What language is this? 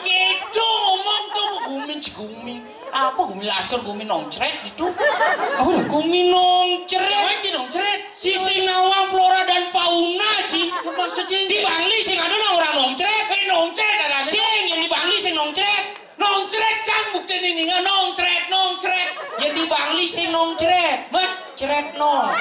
Balinese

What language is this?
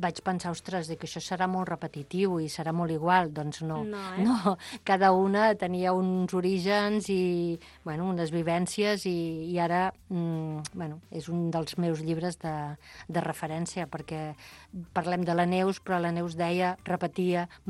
Catalan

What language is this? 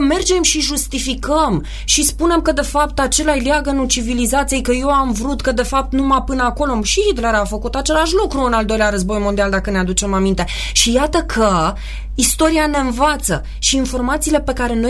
Romanian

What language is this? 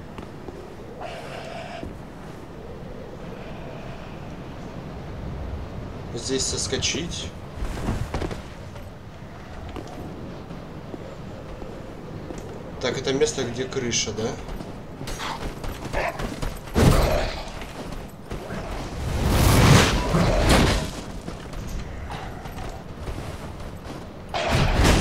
Russian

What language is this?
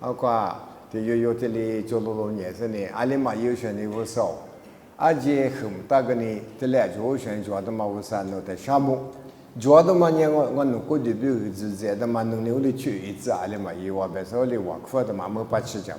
Lisu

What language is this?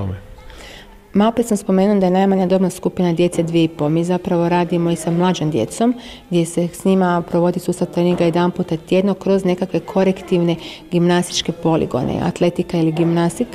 Croatian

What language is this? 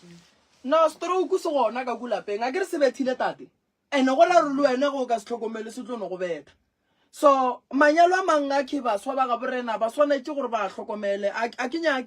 Northern Sotho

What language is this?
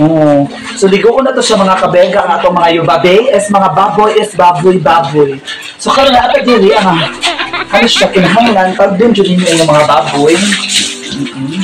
Cebuano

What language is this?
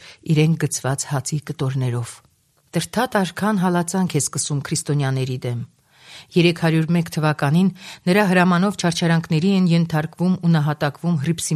Armenian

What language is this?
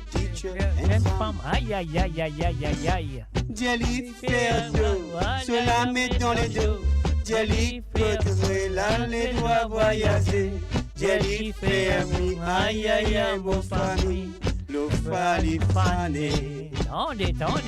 Morisyen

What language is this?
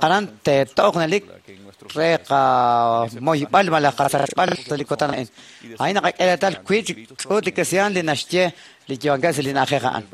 Kekchí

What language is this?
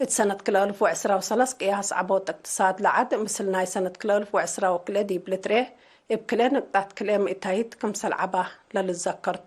Tigre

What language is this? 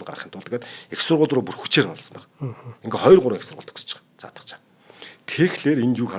Mongolian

